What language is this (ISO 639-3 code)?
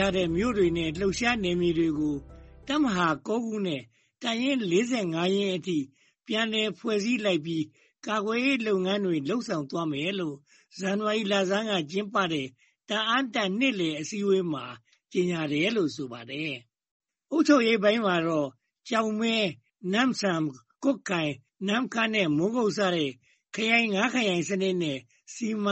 mya